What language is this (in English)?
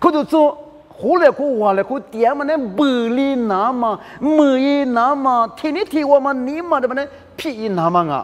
Lisu